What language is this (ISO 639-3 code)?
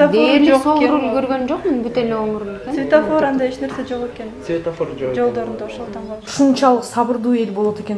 kir